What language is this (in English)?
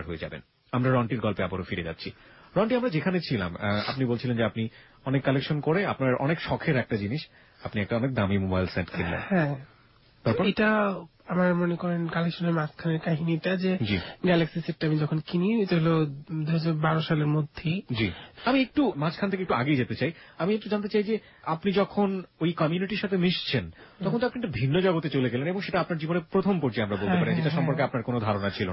Bangla